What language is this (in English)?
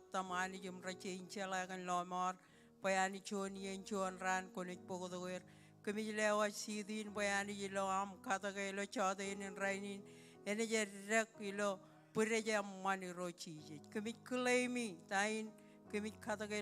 Marshallese